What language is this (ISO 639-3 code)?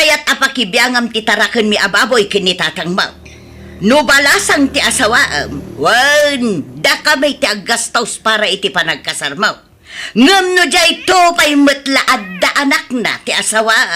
ilo